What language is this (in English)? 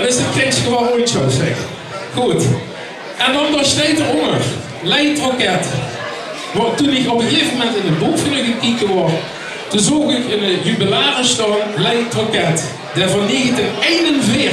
Limburgish